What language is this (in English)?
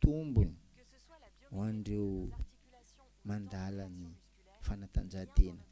Malagasy